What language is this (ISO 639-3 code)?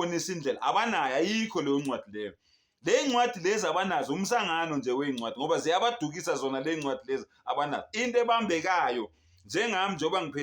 zul